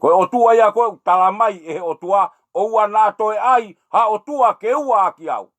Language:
Tongan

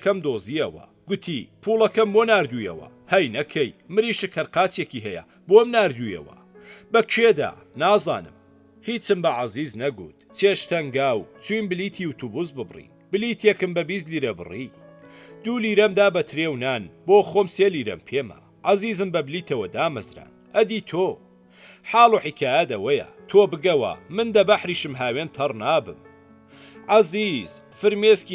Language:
Central Kurdish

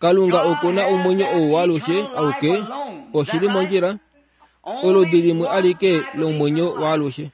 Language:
Kuanyama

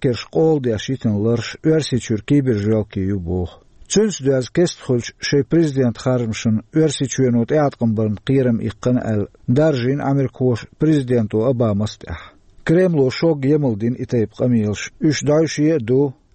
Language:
Chechen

